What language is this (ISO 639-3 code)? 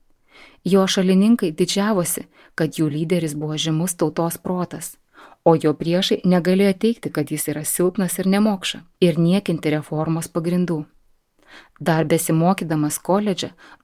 lit